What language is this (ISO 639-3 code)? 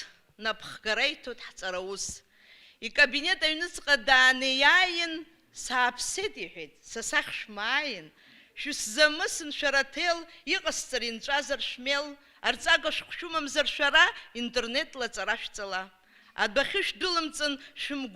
abk